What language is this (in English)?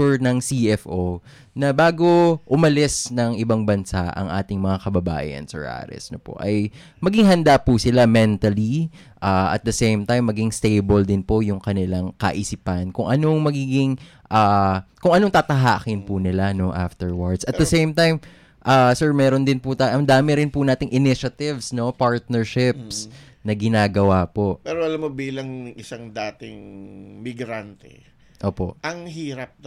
Filipino